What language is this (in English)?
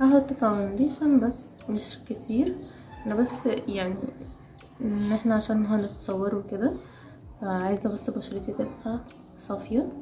Egyptian Arabic